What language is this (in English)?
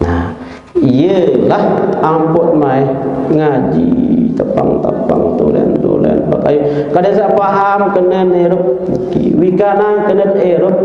Sasak